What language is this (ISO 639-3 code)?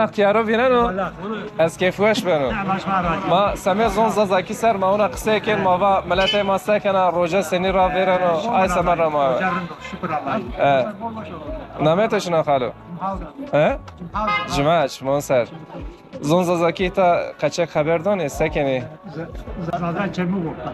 zza